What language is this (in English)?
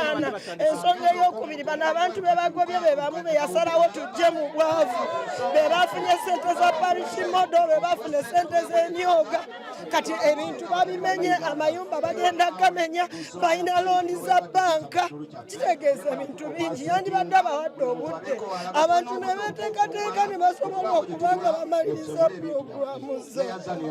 Ganda